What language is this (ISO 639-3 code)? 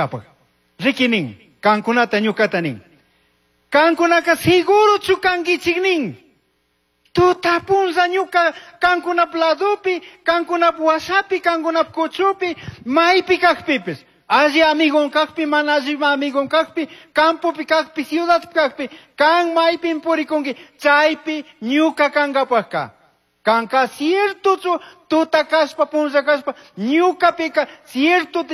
qug